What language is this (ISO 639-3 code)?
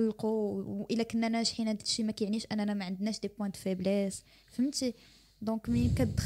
ary